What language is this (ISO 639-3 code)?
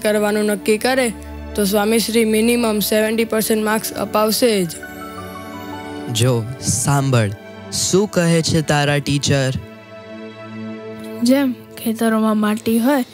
guj